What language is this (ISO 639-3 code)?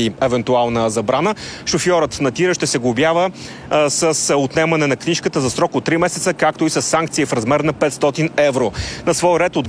bul